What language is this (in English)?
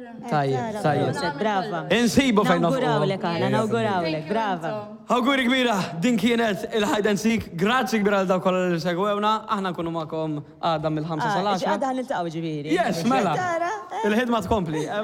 Maltese